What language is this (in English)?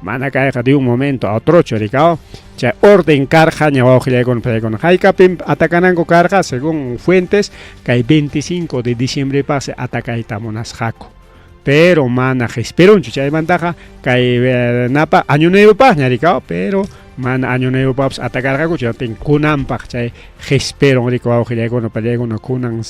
Ayacucho Quechua